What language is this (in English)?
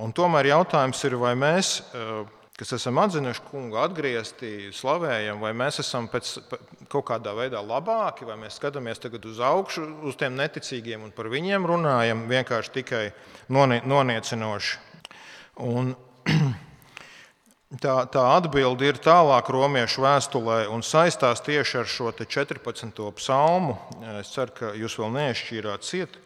Latvian